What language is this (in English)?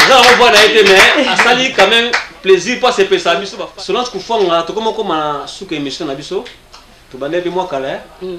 Lingala